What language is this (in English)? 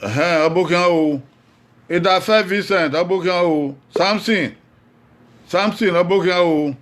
Bini